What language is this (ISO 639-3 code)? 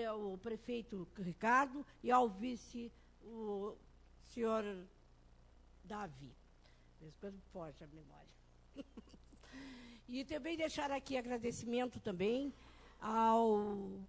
por